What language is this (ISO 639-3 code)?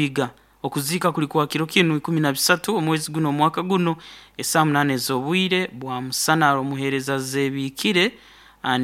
nyo